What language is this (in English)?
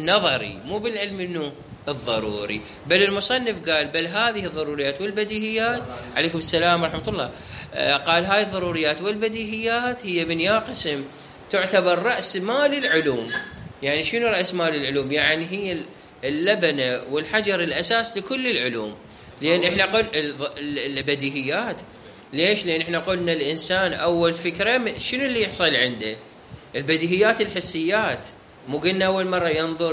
Mesopotamian Arabic